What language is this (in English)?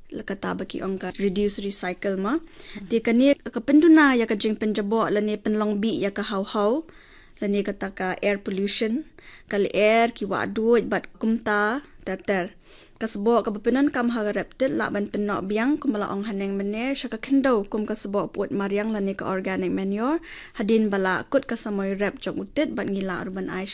Khasi